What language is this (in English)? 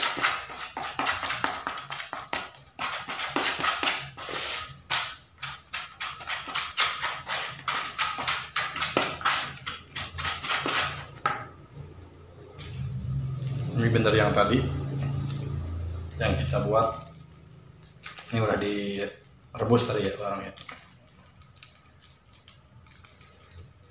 Indonesian